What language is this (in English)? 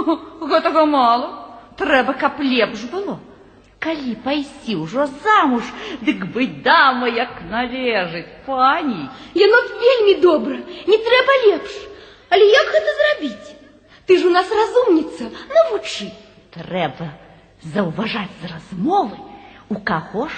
Belarusian